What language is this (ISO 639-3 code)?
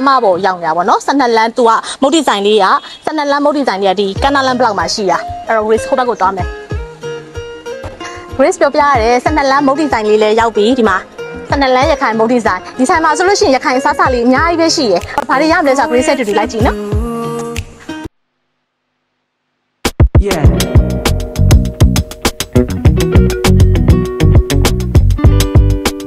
mya